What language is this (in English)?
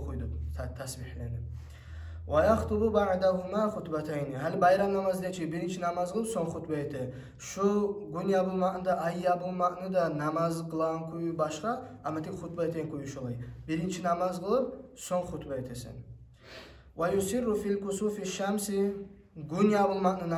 Kumyk